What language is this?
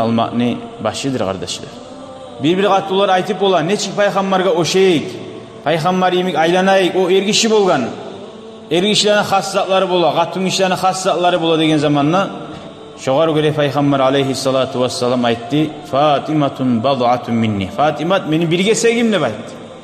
Kumyk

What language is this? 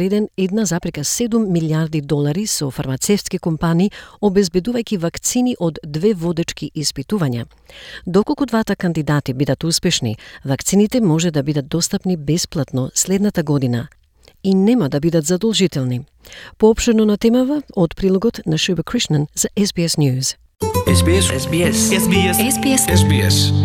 Macedonian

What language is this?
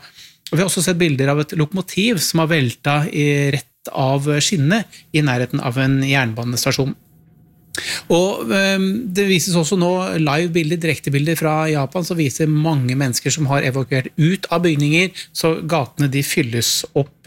Norwegian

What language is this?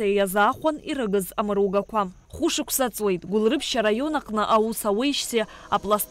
Abkhazian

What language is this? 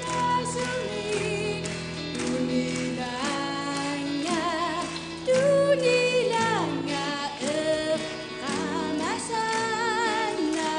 Kalaallisut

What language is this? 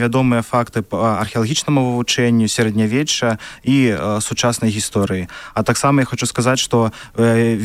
Belarusian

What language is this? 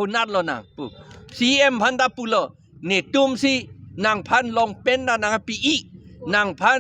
Karbi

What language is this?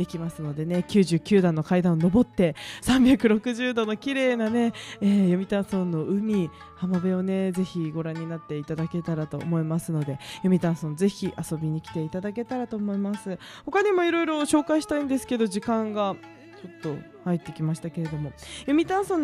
Japanese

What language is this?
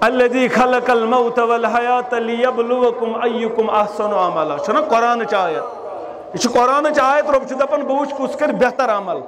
Kashmiri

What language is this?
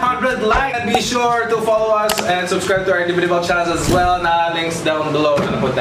Cebuano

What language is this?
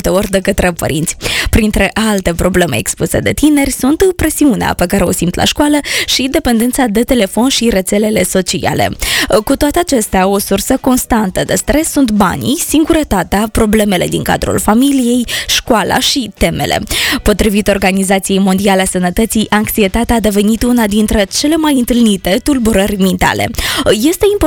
Romanian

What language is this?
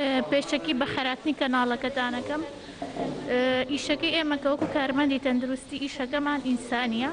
Central Kurdish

